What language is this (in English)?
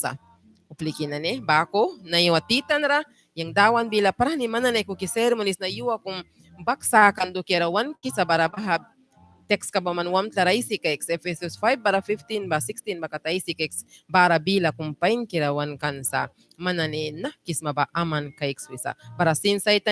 Mískito